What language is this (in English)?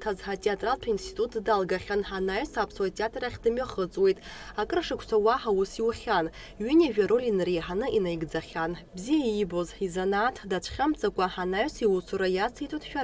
Abkhazian